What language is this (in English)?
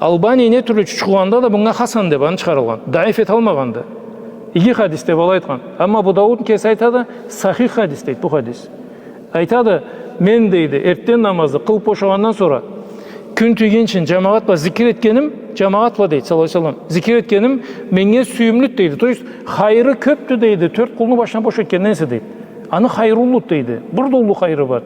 Karachay-Balkar